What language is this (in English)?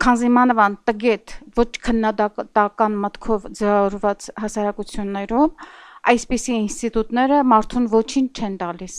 Armenian